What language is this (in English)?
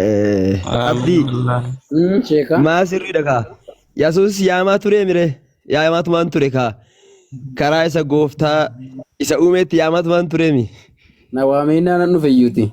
Oromo